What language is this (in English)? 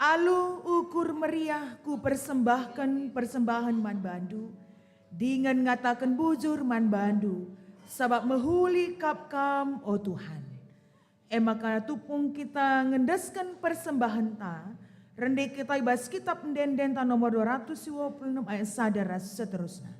Batak Karo